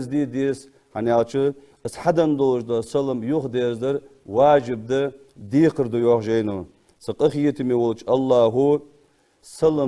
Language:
Ingush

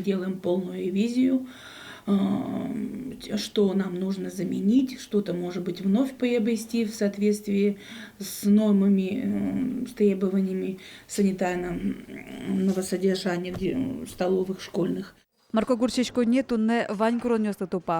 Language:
Udmurt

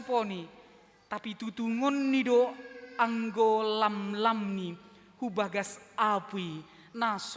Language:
Batak Simalungun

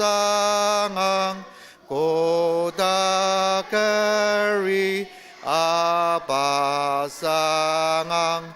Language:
Ao Naga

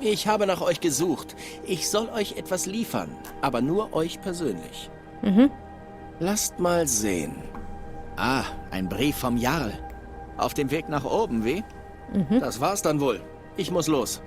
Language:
Swiss German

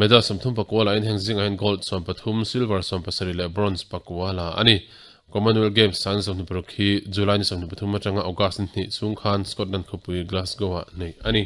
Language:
Mizo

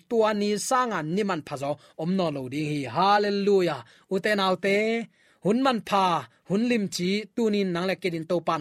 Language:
Tedim Chin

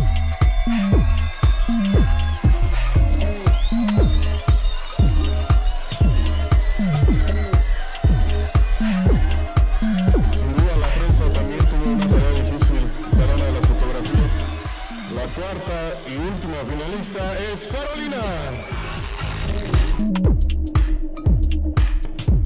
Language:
Spanish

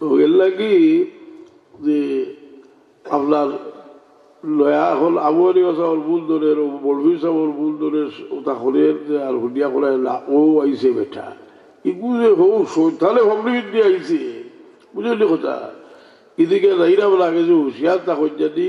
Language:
Sylheti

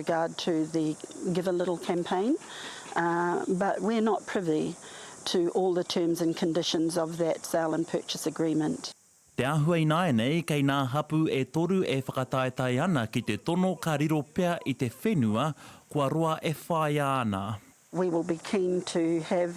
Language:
Māori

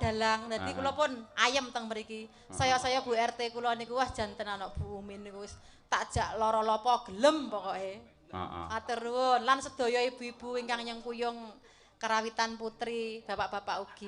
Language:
Javanese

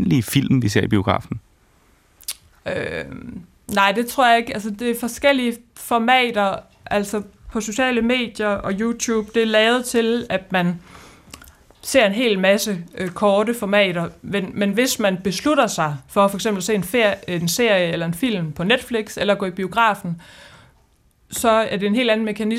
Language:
Danish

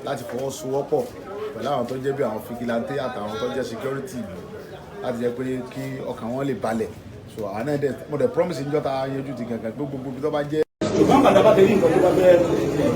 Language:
Yoruba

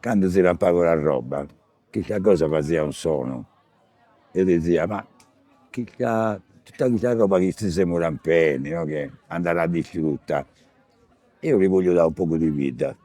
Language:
Sardinian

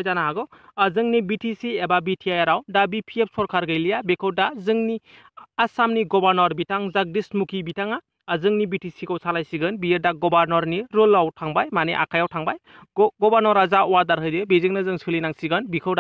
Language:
Bodo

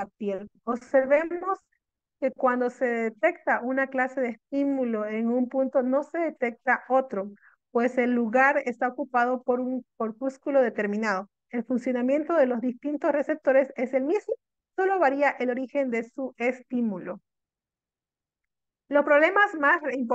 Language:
Spanish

